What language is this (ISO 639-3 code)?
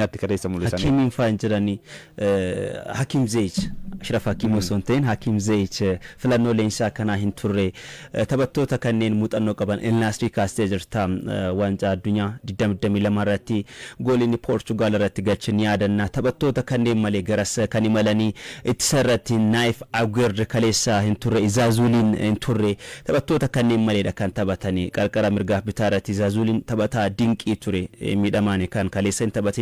orm